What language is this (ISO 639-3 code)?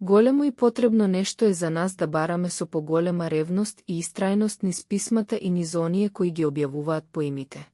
mkd